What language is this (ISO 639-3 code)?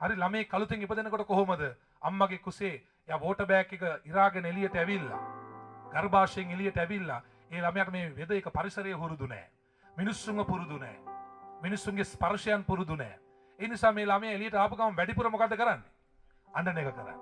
sin